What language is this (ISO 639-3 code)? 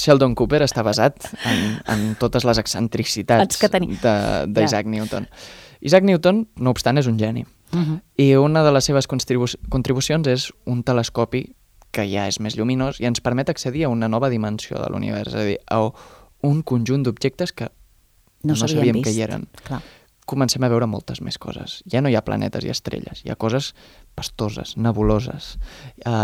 cat